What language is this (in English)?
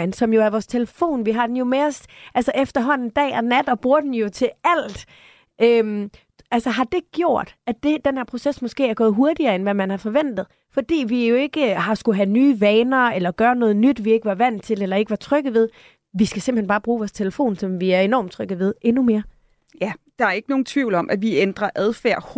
Danish